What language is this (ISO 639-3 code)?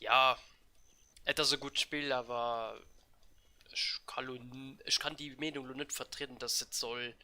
ltz